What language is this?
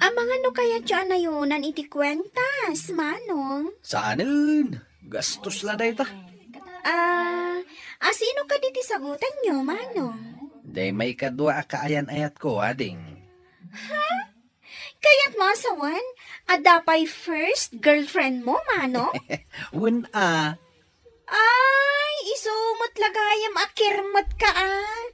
Iloko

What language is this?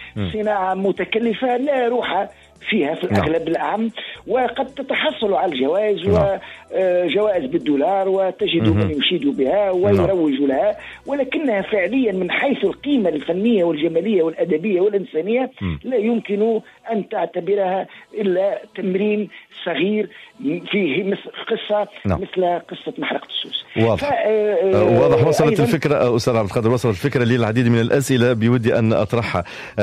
Tunisian Arabic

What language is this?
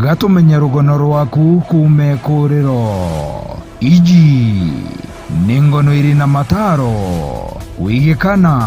Meru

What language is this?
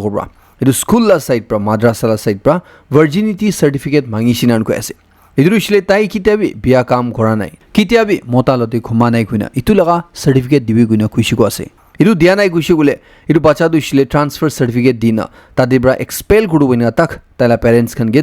Naga Pidgin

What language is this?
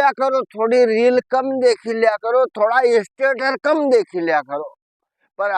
Rajasthani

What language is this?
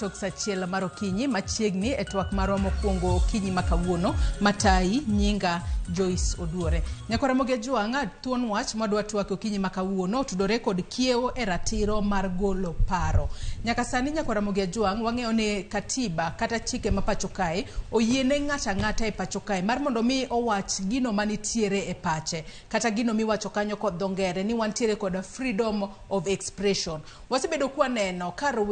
Luo (Kenya and Tanzania)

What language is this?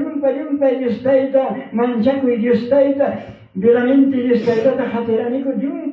Ayacucho Quechua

